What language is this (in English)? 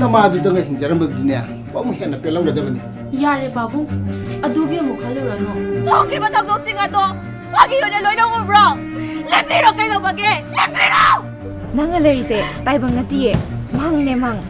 Manipuri